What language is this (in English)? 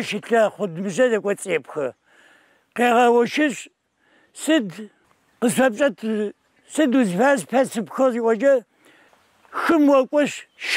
Adyghe